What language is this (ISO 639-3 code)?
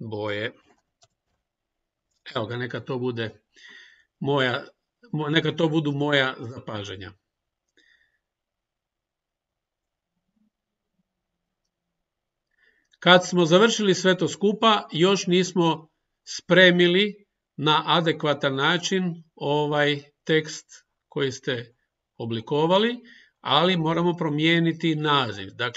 hrv